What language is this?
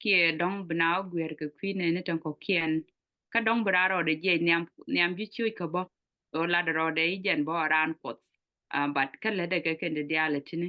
Nuer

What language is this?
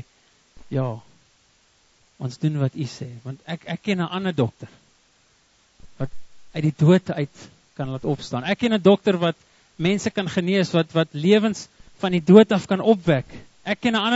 Afrikaans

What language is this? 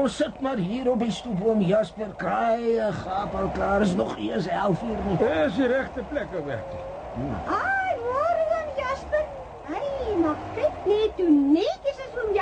Afrikaans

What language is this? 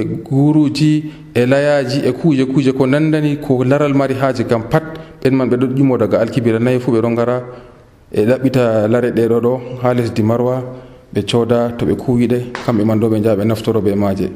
Nigerian Fulfulde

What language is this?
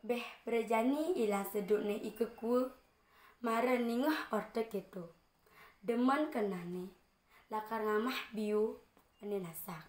Balinese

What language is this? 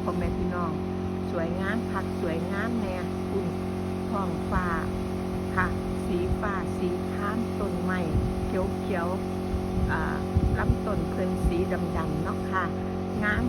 Northeastern Thai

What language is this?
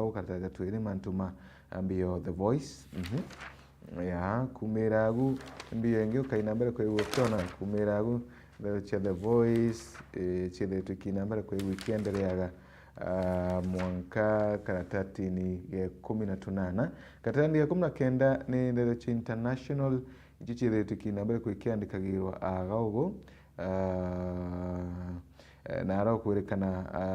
Meru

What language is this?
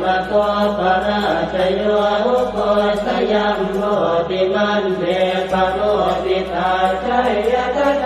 Pali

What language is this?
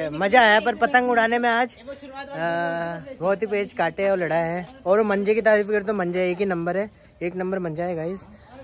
Hindi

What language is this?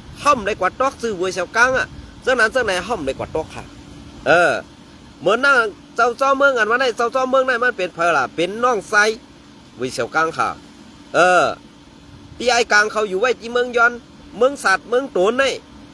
Shan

